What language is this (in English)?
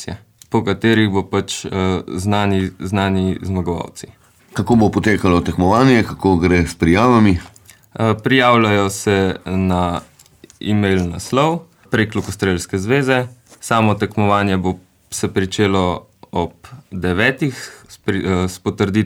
Slovenian